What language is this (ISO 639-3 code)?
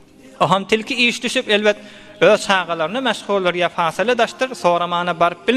tuk